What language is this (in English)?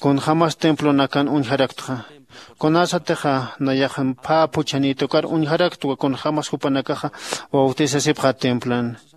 Aymara